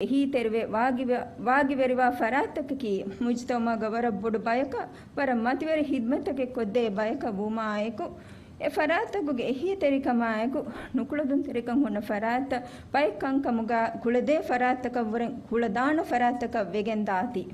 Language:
Divehi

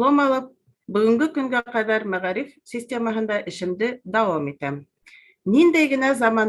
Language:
Bashkir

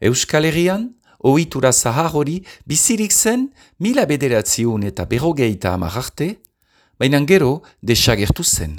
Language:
Basque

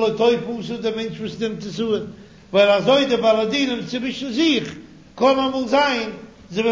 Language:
Yiddish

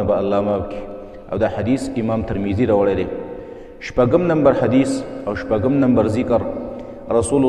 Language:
Pashto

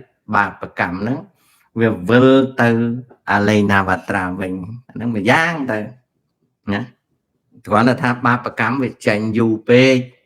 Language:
Khmer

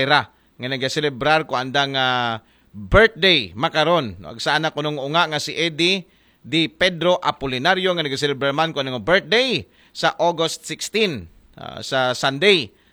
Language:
Aklanon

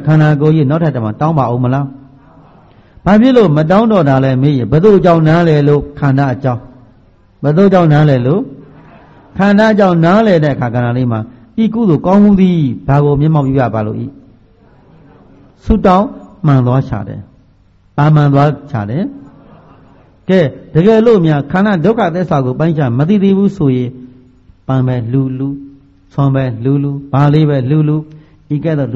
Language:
Burmese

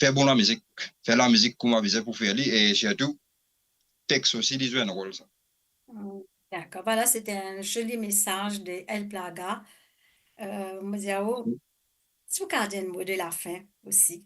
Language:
Morisyen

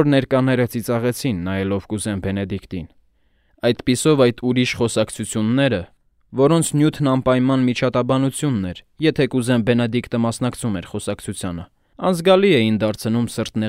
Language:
Armenian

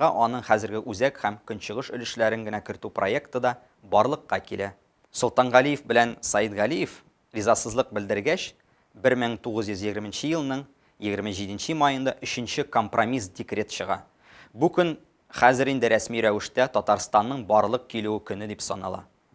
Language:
Tatar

